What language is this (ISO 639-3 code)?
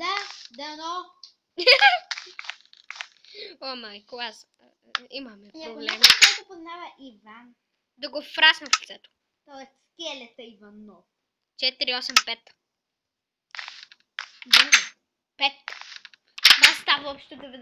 bul